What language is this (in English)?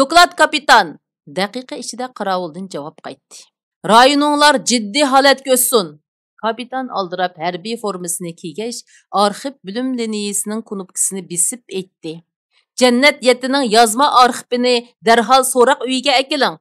Uyghur